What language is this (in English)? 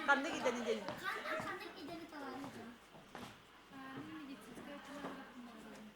Yakut